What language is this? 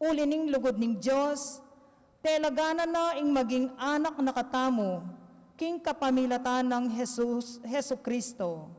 Pampanga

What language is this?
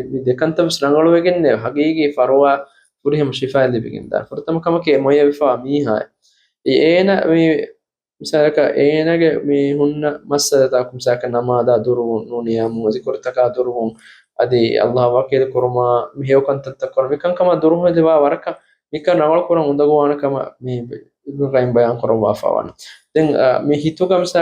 Divehi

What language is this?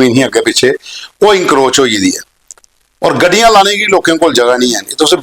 Dogri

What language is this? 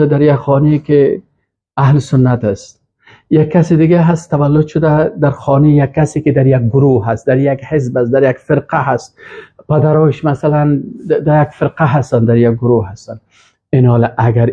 Persian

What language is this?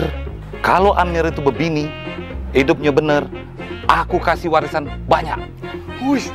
Musi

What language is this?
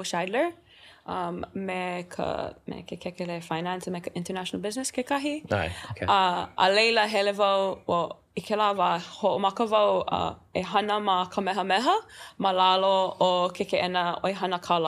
Hawaiian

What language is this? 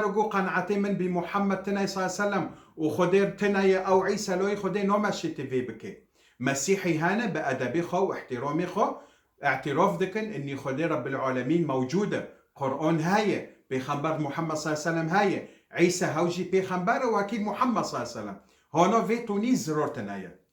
Kurdish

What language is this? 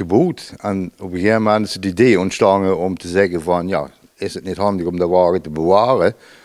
Limburgish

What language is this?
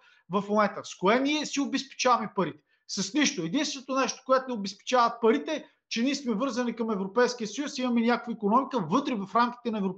Bulgarian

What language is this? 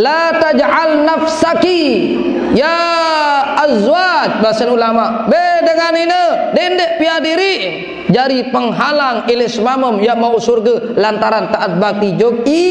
Sasak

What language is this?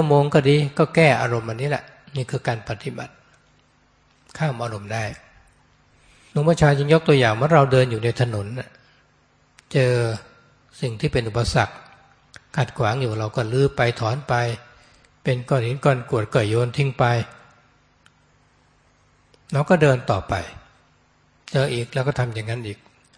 Thai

